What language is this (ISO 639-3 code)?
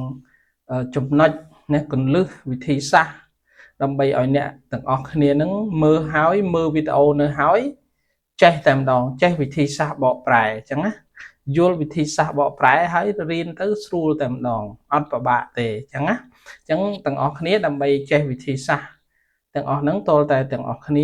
khm